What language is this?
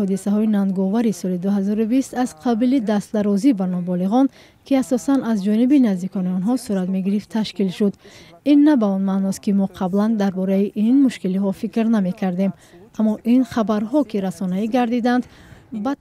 Tajik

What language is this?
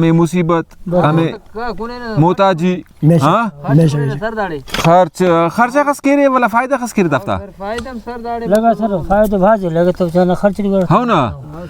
Brahui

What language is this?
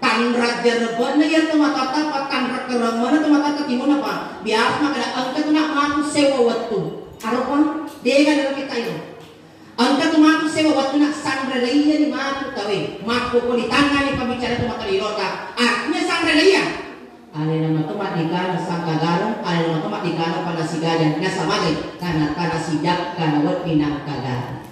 Buginese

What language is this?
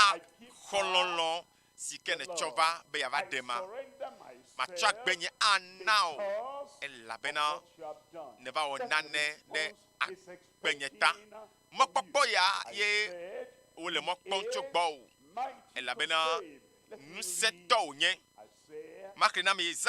Ewe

